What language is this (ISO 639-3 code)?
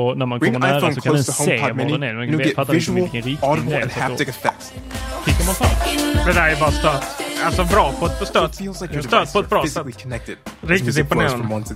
swe